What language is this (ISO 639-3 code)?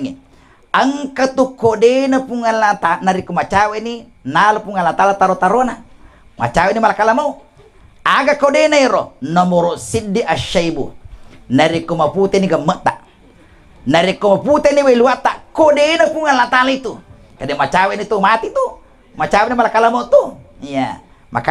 bug